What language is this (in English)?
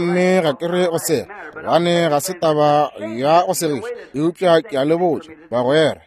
Northern Sotho